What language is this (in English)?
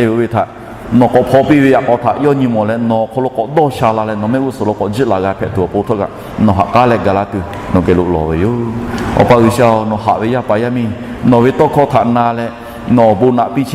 Lahu